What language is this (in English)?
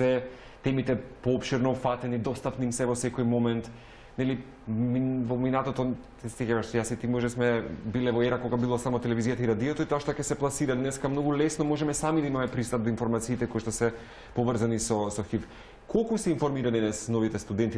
Macedonian